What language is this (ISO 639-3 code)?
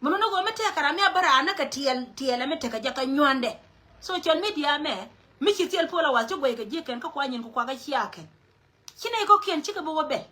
nus